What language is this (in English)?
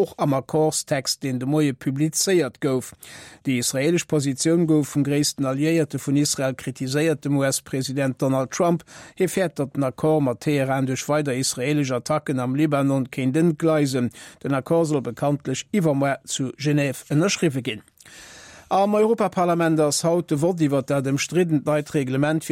Luxembourgish